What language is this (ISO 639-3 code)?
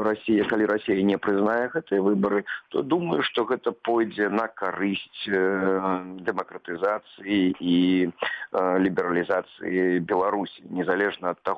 bel